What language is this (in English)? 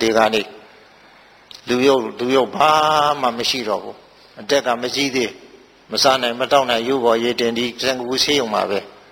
Burmese